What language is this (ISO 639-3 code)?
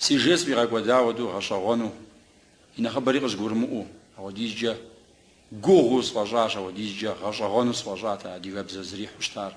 kbd